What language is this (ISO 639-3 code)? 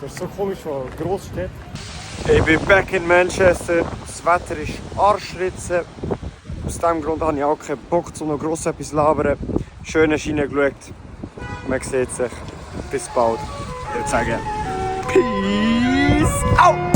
gsw